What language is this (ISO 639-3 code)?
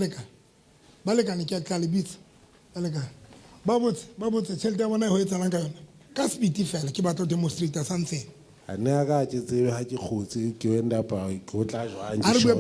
sot